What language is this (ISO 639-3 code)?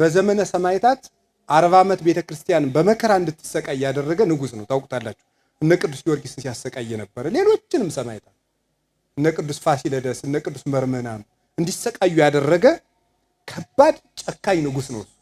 amh